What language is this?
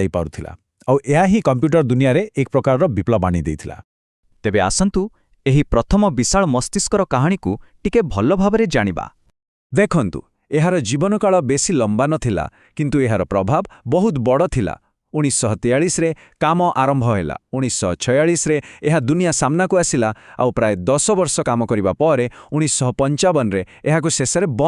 Odia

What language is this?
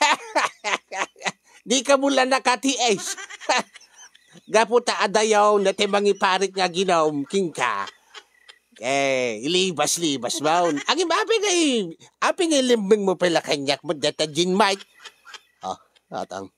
Iloko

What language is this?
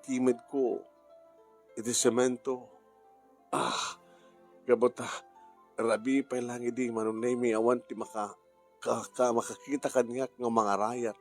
Iloko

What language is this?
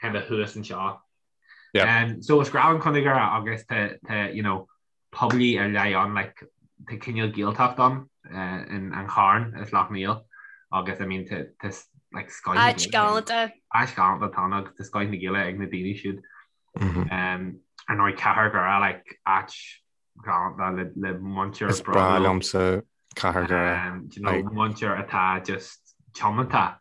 Irish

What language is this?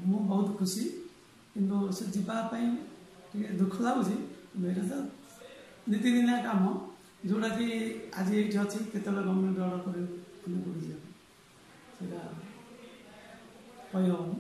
Odia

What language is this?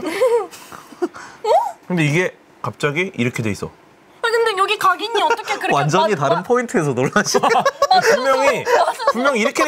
Korean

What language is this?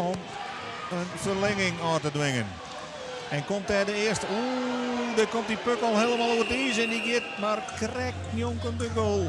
Western Frisian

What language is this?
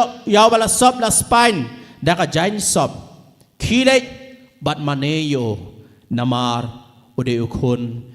Khasi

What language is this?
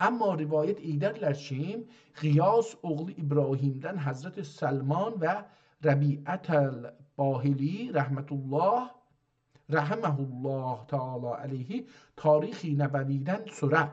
South Azerbaijani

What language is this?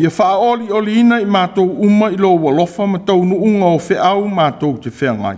Samoan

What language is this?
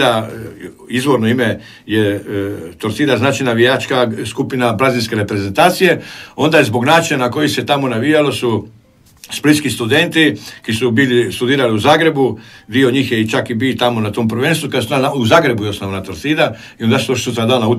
Croatian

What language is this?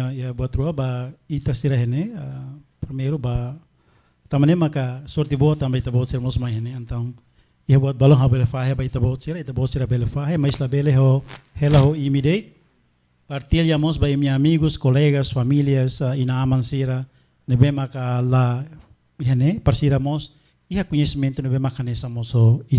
Tetum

